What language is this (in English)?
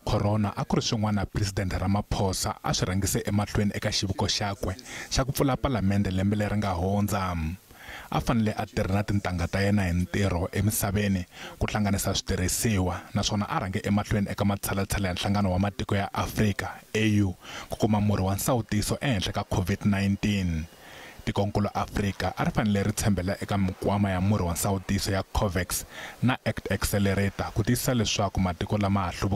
Tsonga